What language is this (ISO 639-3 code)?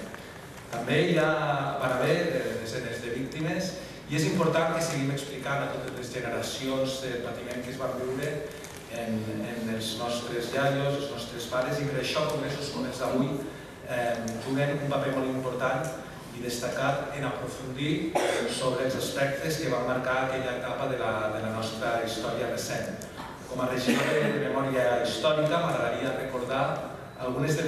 cat